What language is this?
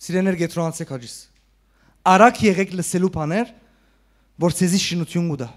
Western Armenian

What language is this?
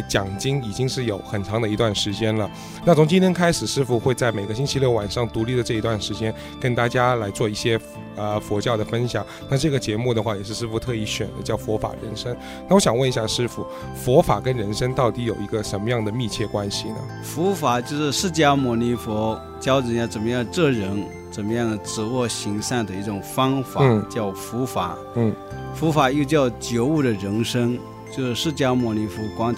Chinese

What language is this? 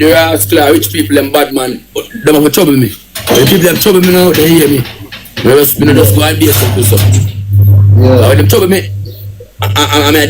Jamaican Creole English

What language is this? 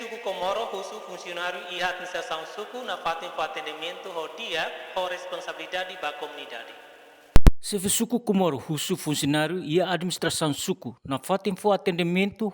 Tetum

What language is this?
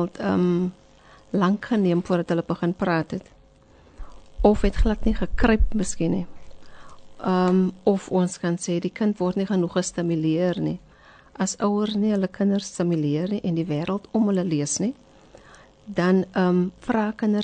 Afrikaans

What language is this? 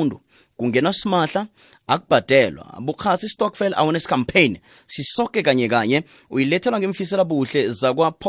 South Ndebele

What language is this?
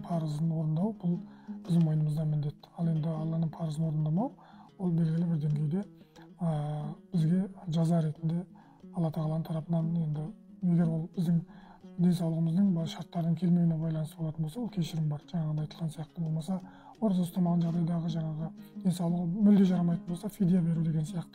Kazakh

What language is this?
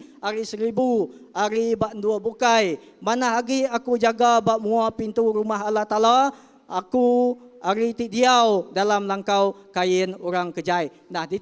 Iban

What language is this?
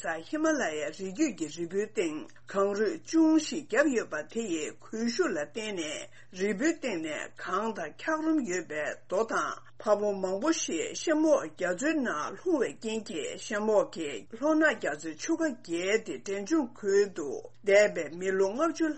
Tibetan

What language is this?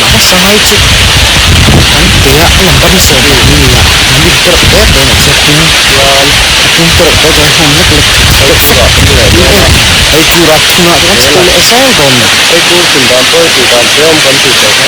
Mizo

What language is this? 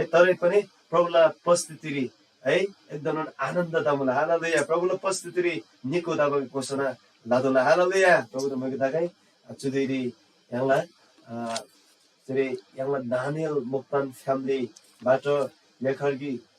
Eastern Tamang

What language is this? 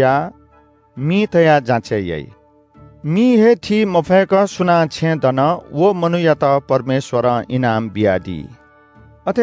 Newari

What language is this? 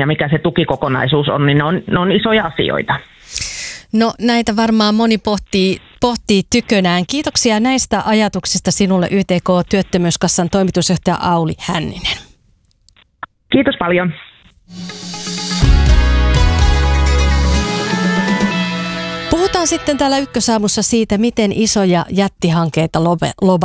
Finnish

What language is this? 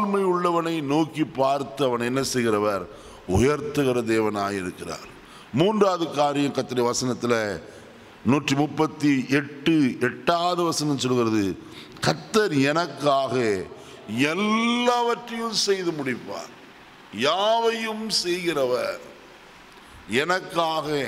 Tamil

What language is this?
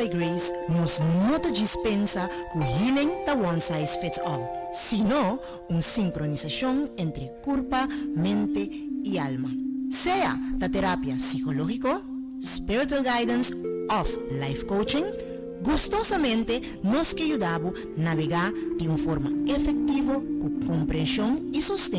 Papiamento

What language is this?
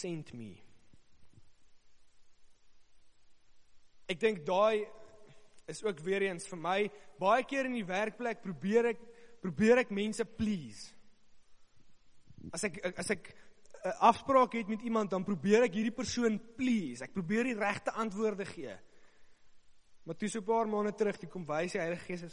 Afrikaans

